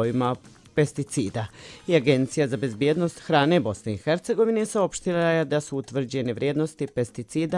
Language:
Bosnian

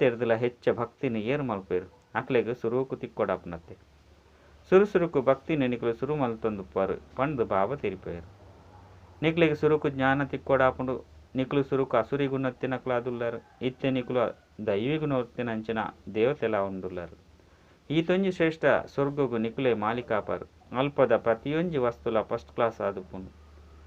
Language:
Tulu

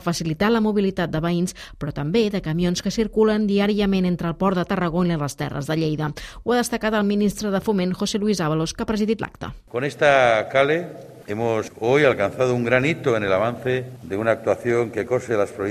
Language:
Catalan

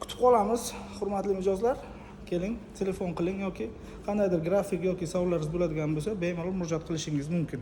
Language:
Uzbek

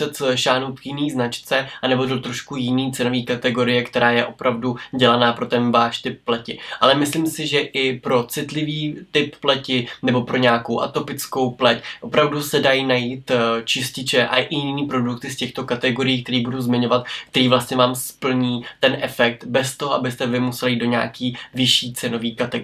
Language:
Czech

